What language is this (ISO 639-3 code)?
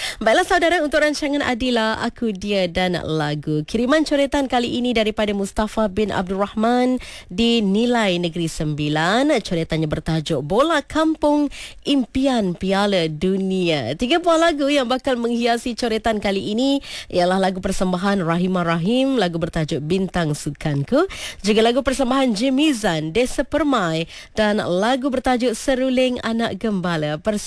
msa